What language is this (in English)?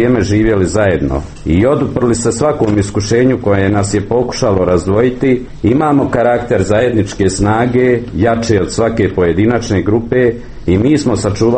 Croatian